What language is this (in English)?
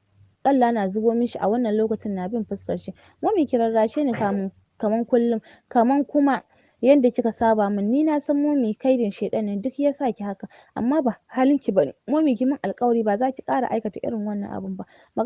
Hausa